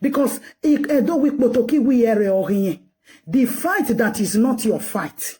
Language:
Nigerian Pidgin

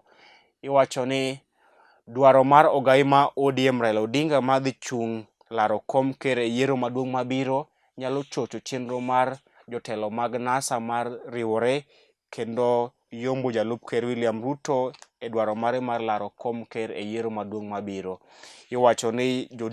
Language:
Luo (Kenya and Tanzania)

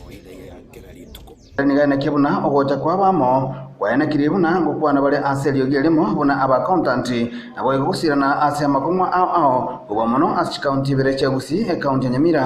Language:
Gusii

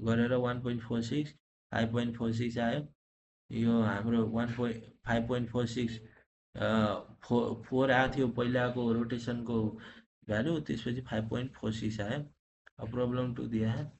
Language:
Nepali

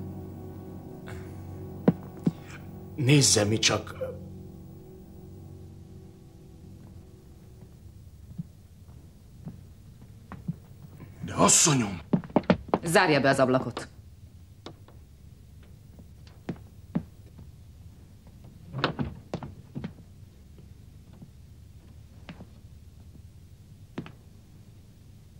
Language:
Hungarian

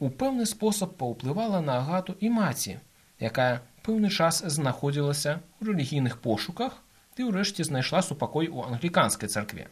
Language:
Belarusian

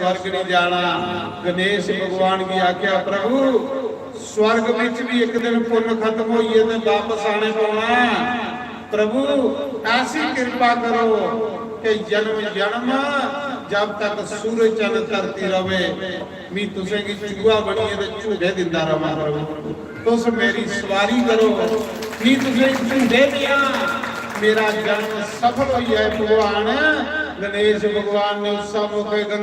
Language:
Dogri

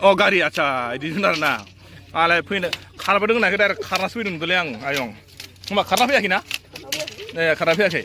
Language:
Bodo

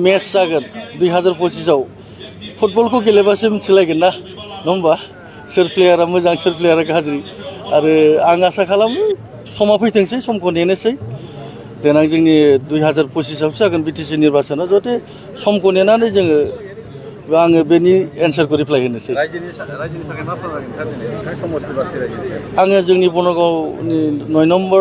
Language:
Bodo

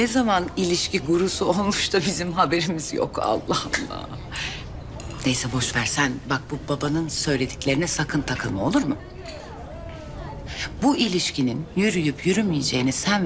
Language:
Turkish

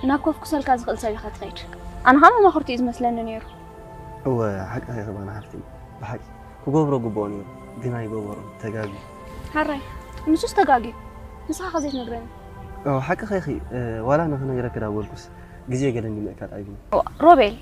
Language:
Tigrinya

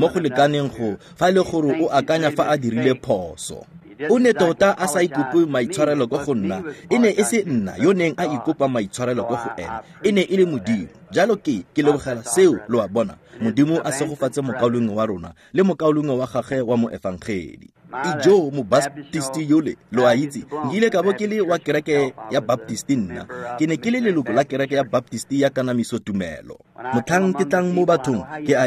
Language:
Tswana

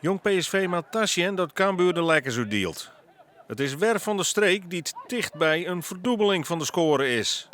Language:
Western Frisian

